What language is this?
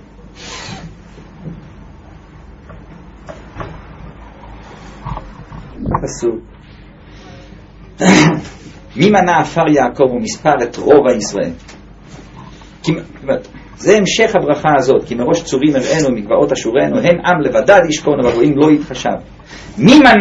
Hebrew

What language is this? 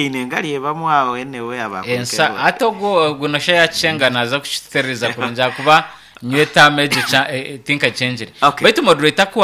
Nyankole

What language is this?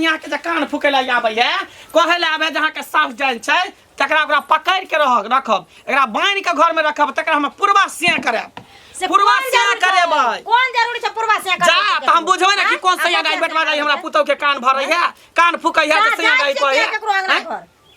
Maithili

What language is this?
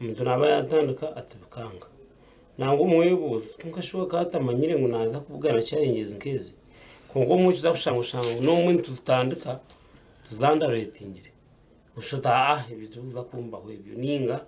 Nyankole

